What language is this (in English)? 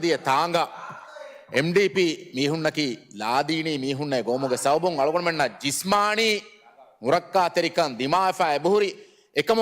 Divehi